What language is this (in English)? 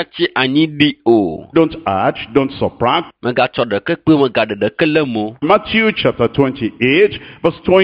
Ewe